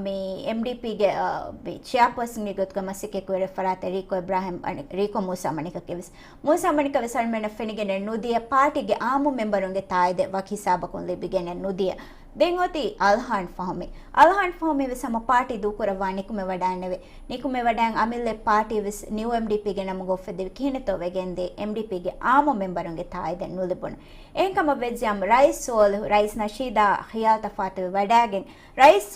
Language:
Divehi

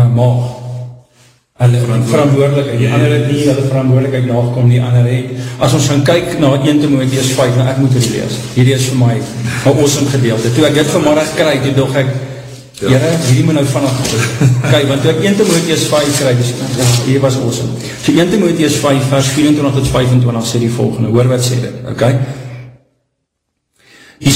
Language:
Afrikaans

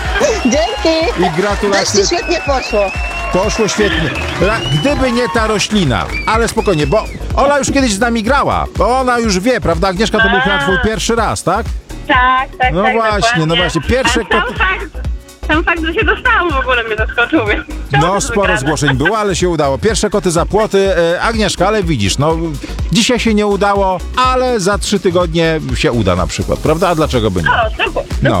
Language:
Polish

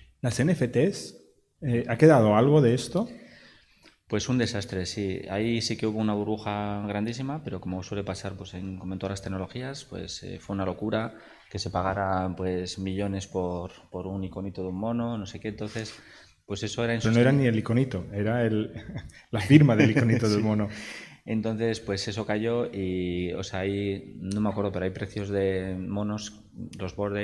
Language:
Spanish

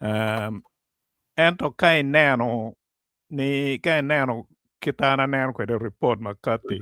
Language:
Acoli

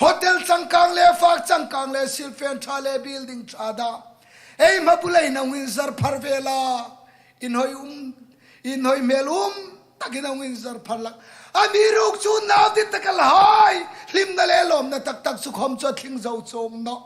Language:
Hmar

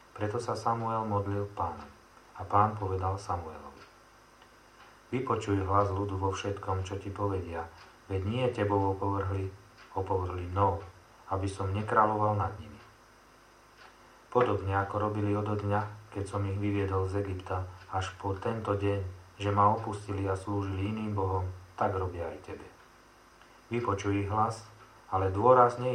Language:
Slovak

